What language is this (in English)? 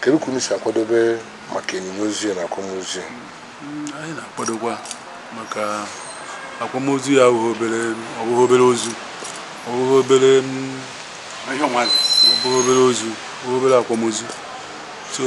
Igbo